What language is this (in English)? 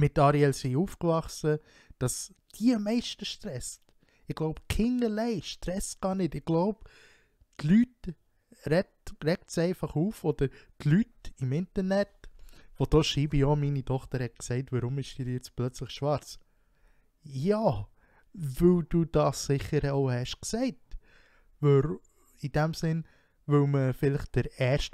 Swiss German